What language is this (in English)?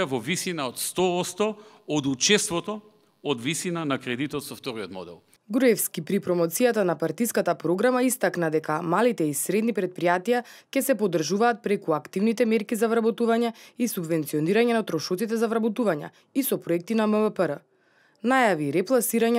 Macedonian